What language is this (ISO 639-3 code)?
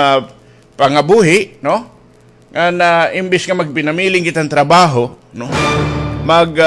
war